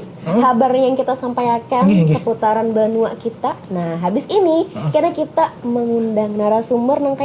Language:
Banjar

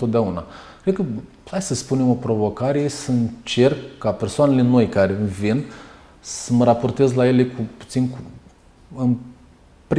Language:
Romanian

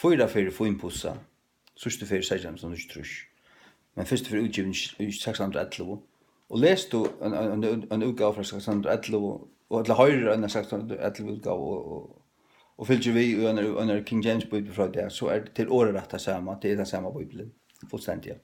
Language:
Faroese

